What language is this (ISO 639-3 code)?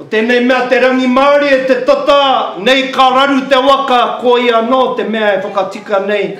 mri